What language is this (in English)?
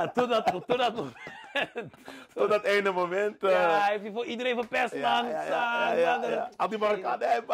Dutch